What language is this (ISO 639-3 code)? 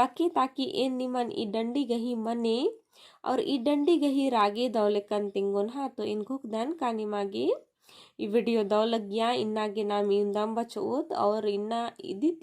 kru